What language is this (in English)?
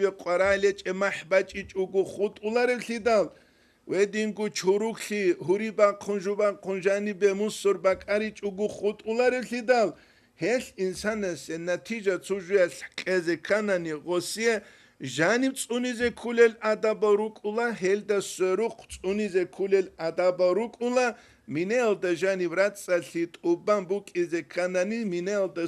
Avaric